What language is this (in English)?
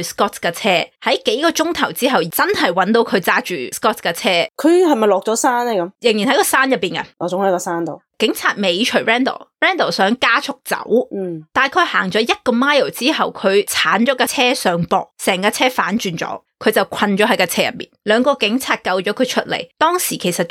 Cantonese